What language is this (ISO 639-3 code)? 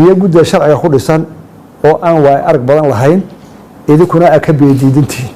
som